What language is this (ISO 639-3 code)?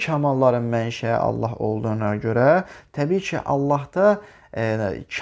aze